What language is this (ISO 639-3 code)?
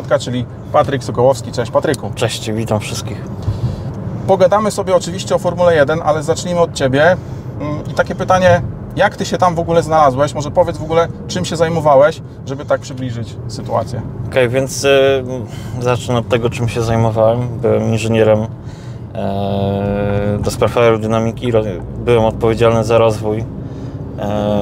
pol